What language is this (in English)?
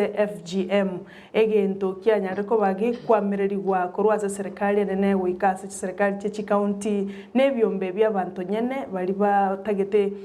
Gusii